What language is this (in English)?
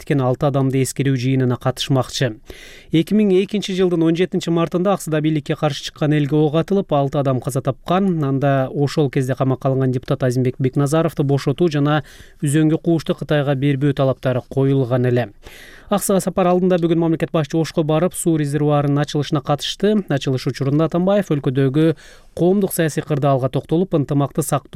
Kyrgyz